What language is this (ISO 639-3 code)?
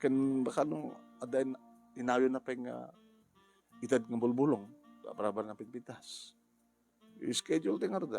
ilo